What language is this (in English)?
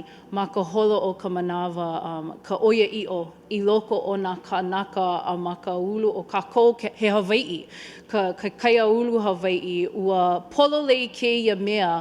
Hawaiian